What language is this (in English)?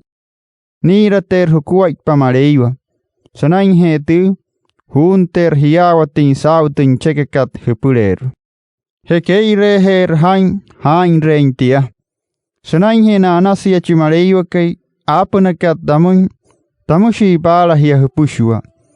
Wayuu